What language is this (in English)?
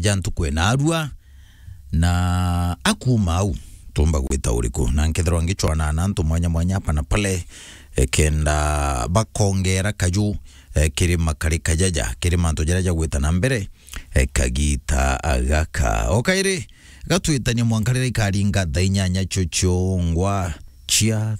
Meru